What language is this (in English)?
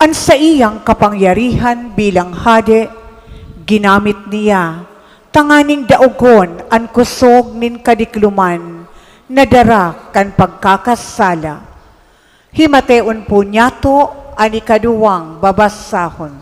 Bikol